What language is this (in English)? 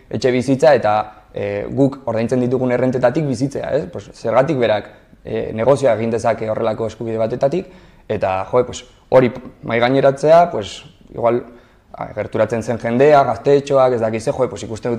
Basque